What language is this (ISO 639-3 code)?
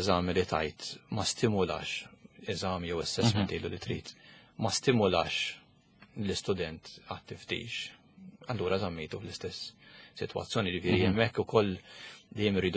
mlt